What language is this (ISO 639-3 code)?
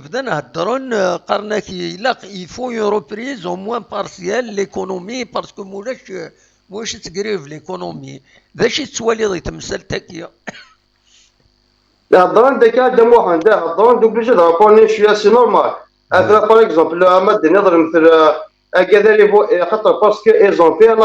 kab